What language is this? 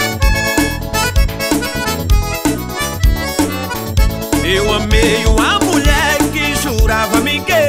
Portuguese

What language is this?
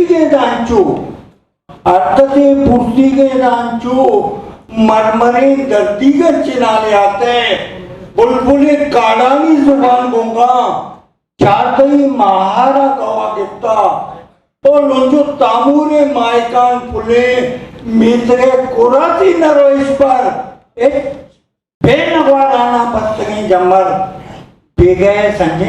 Eastern Balochi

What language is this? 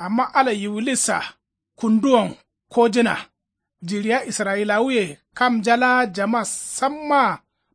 Kanuri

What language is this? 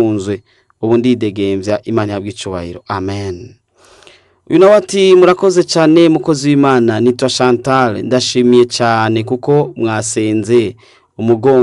Rundi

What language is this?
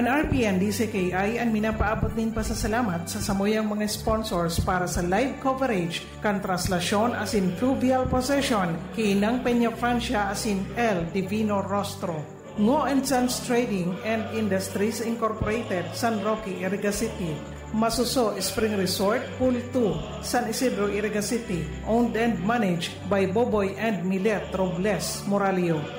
Bikol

